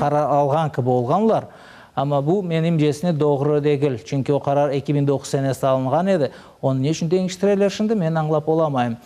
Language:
Crimean Tatar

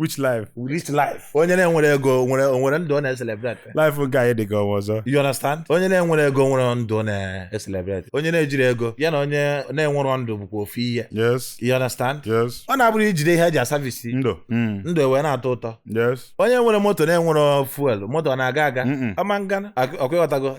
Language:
Igbo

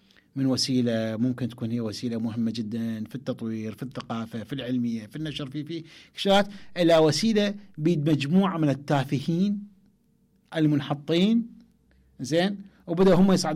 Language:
Mesopotamian Arabic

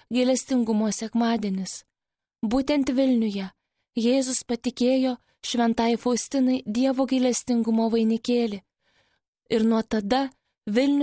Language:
Lithuanian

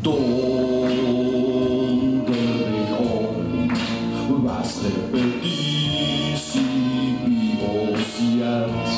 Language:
Limburgish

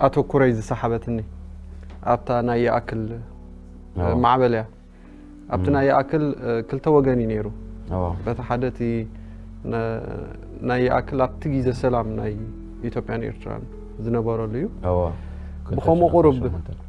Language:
Tigrinya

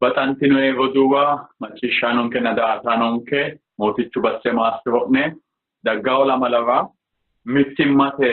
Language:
Sidamo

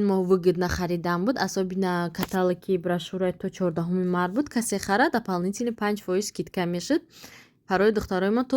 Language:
Tajik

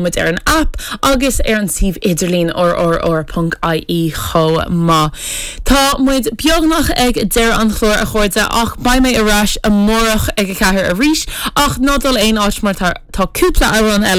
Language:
Irish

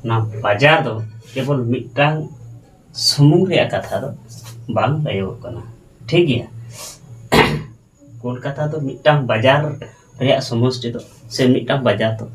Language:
Santali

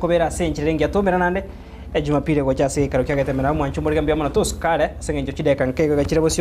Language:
Gusii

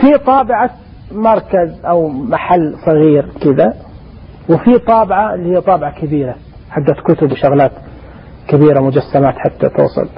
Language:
Najdi Arabic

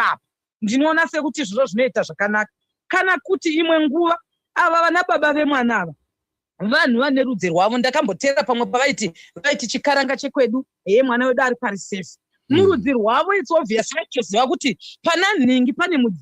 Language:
Shona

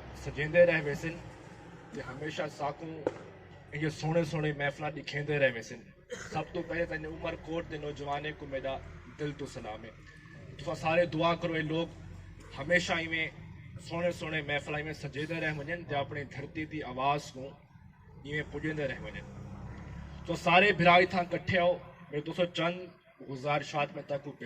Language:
Saraiki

